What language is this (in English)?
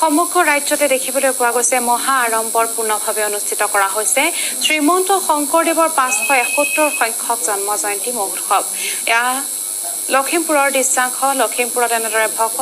Assamese